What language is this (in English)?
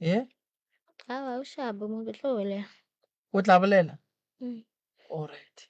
Northern Sotho